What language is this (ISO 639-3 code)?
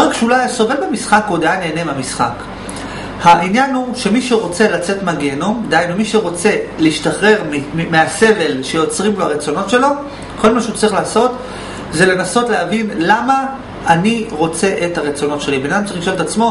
heb